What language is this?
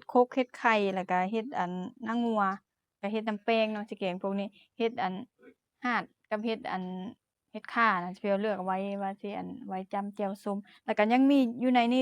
Lao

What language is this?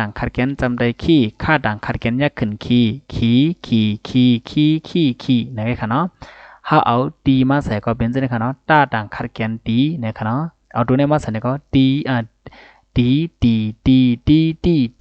Shan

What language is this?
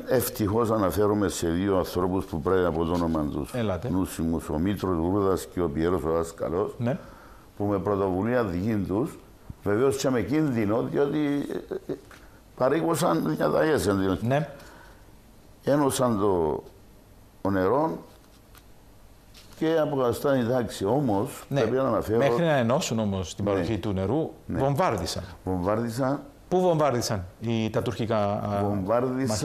Greek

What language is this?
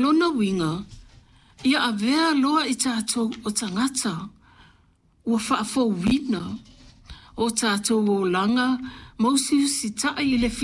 Samoan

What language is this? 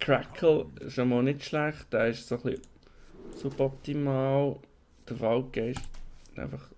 Swiss German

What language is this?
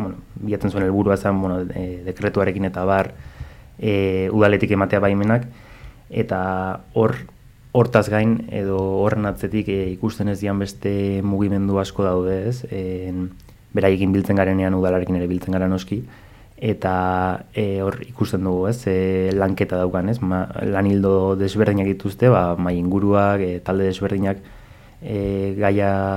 Basque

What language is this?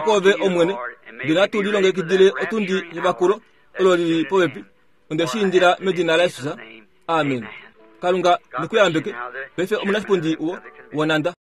Kuanyama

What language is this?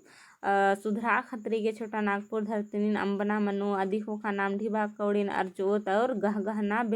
Kurukh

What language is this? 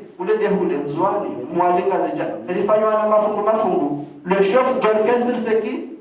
Ngazidja Comorian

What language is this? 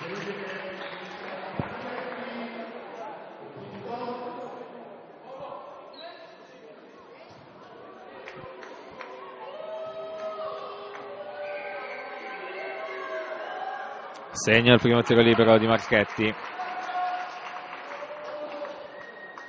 Italian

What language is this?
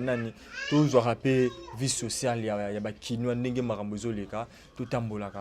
Lingala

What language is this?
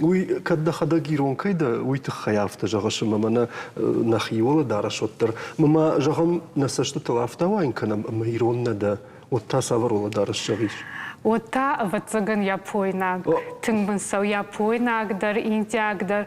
Ossetic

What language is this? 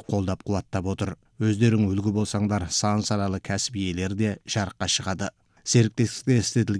Kazakh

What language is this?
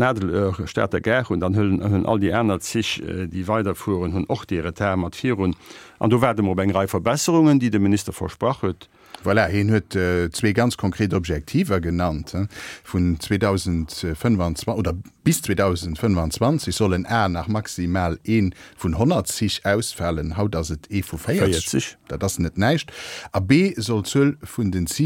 Luxembourgish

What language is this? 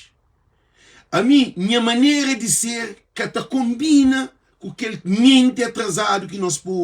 Kabuverdianu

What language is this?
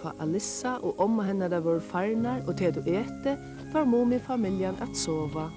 Faroese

